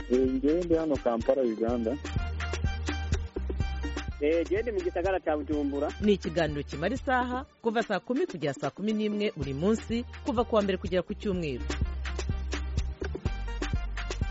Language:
Kinyarwanda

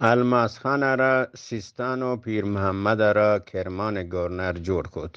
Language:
Eastern Balochi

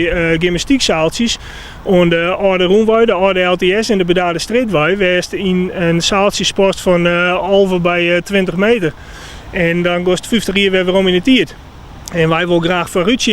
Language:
Western Frisian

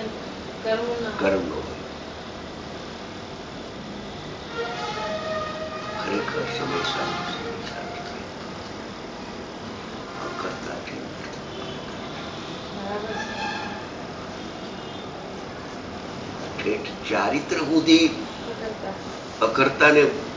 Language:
Gujarati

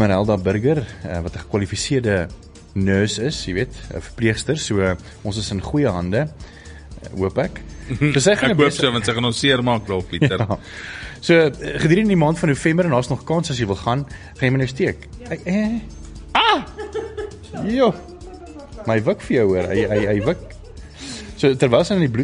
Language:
Afrikaans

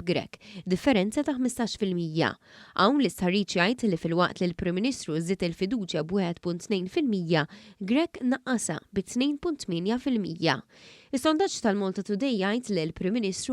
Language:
Maltese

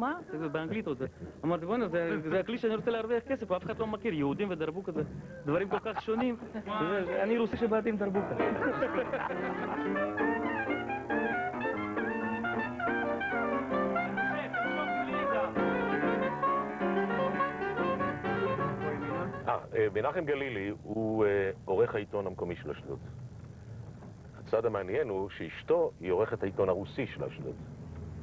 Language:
Hebrew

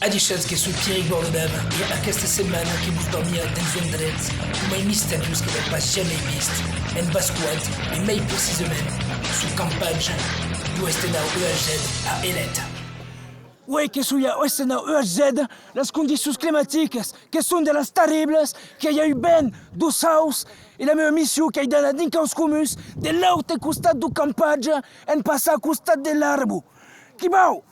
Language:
Occitan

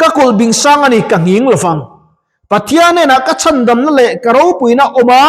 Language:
Mizo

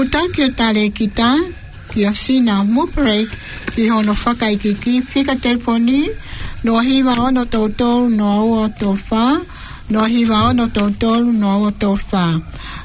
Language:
Tongan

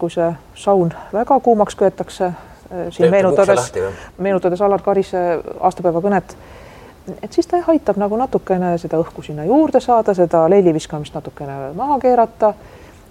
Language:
Estonian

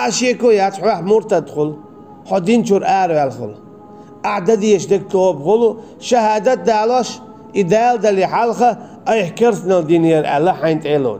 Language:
Chechen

